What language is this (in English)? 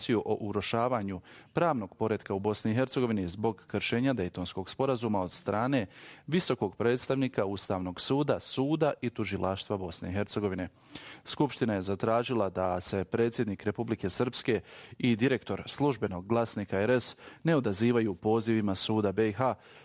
Bosnian